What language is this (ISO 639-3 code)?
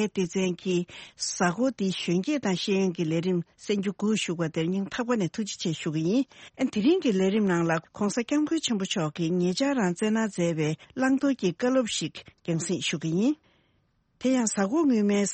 bod